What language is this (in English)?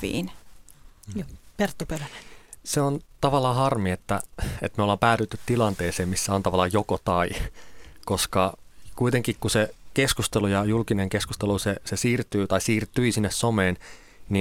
Finnish